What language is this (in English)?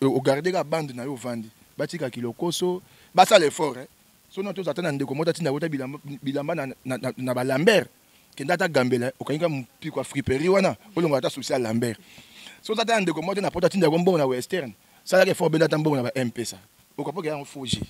Lingala